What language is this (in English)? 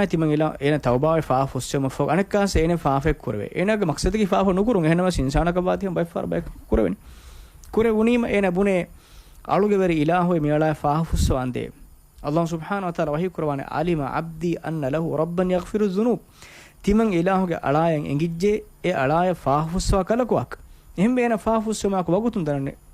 Divehi